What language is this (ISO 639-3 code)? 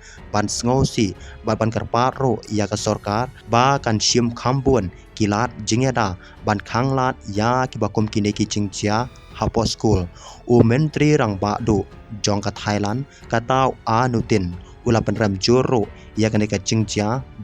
kha